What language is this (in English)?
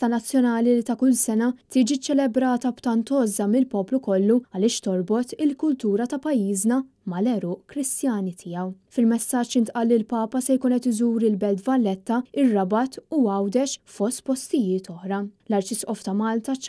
Maltese